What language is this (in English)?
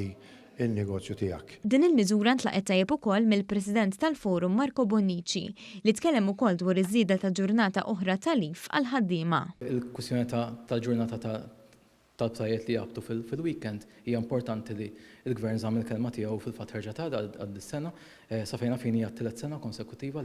Maltese